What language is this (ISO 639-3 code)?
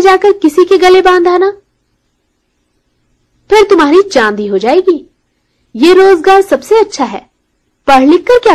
hin